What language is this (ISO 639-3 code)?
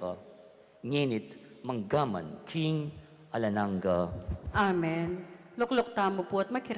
pam